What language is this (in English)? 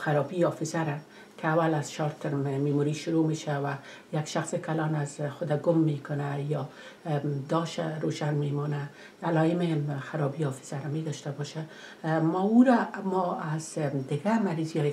Persian